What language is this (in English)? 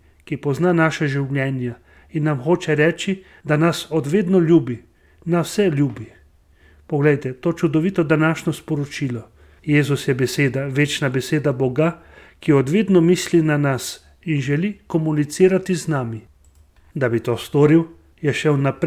Slovenian